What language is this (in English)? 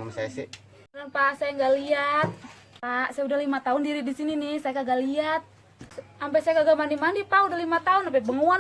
Betawi